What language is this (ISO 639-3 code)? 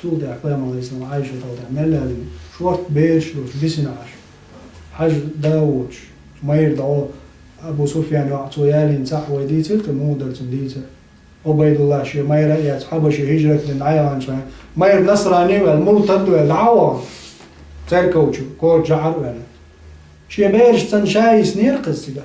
che